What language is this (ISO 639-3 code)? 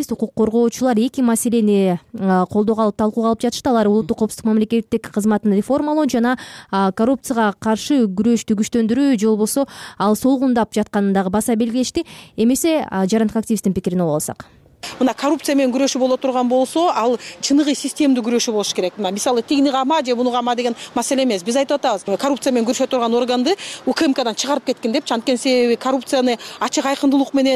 kir